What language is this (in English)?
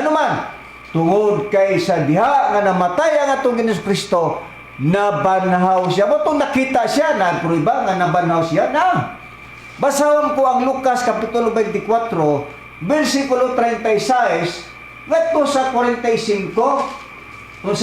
Cebuano